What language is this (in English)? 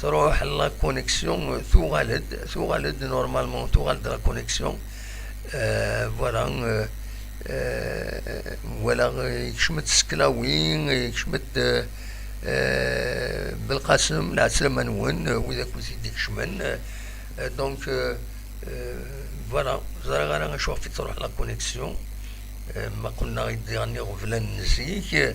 Kabyle